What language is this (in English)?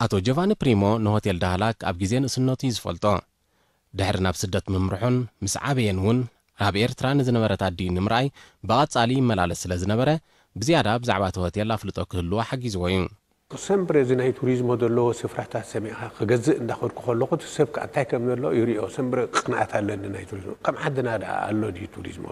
Tigrinya